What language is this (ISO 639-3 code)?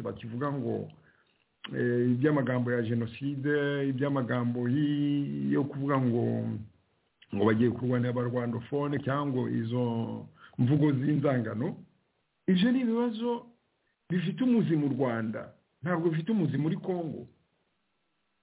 kin